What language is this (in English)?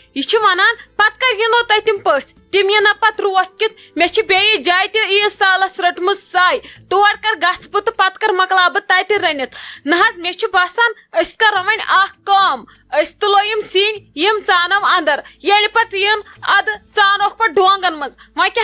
Kashmiri